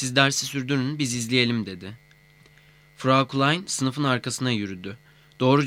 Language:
Turkish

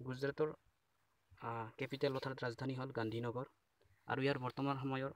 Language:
Assamese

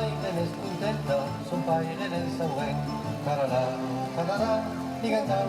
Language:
Occitan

